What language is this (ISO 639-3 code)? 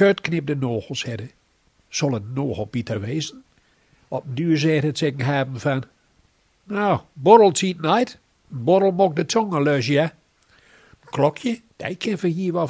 gos